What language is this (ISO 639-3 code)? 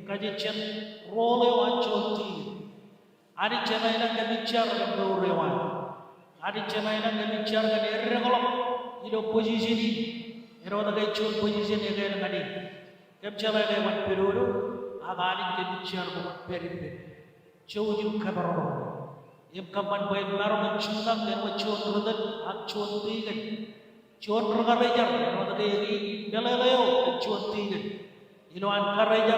mah